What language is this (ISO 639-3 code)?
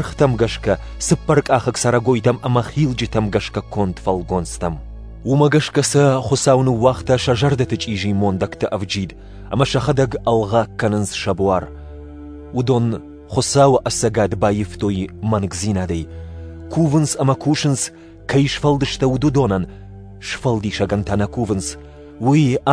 oss